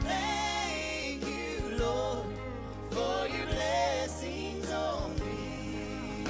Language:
Gilbertese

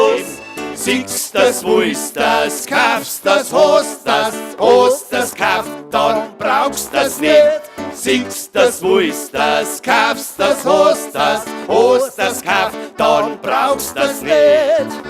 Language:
Bavarian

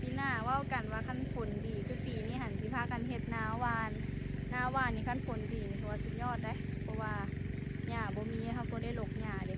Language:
Lao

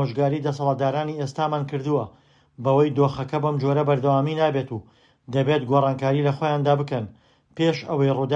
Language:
Central Kurdish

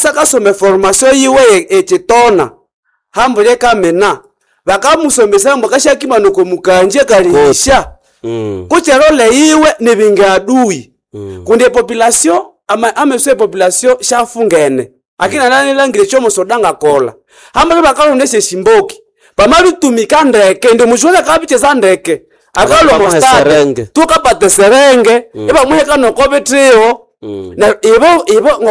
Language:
Nande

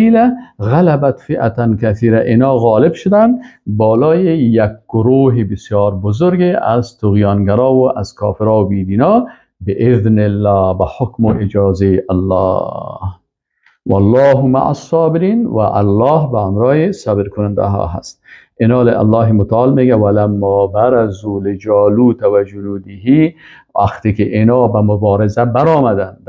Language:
Persian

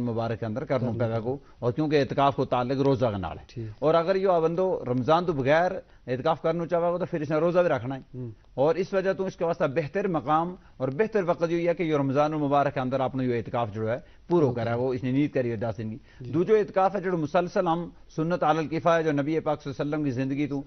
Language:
Gujari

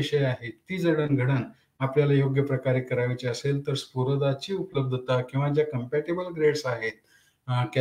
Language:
Marathi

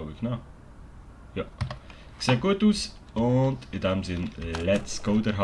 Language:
Swiss German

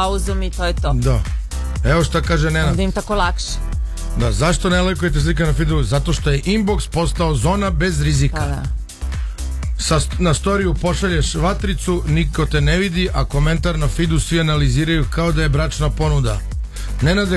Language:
Serbian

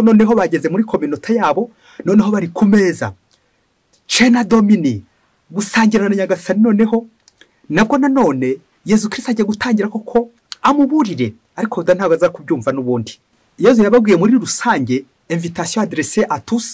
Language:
Kinyarwanda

